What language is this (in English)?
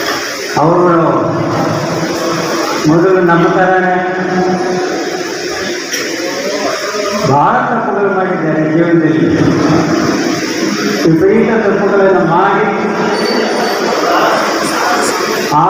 Kannada